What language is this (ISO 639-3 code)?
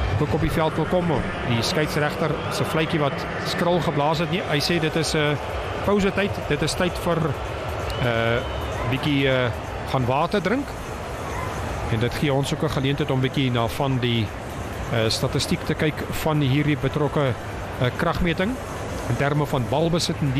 afr